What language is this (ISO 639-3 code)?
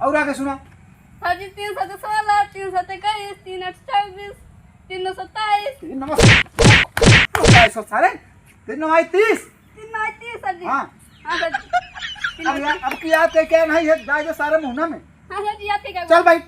awa